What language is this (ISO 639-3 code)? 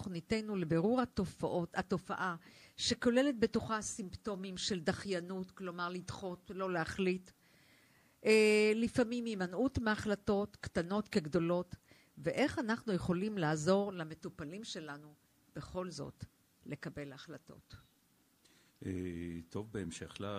heb